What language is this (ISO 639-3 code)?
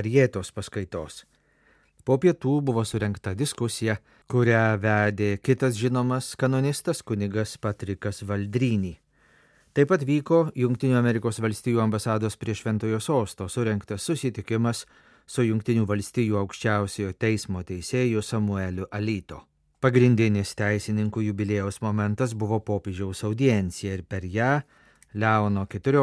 lit